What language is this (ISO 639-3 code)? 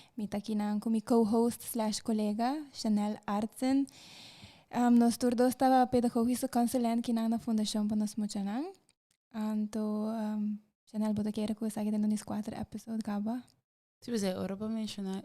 pap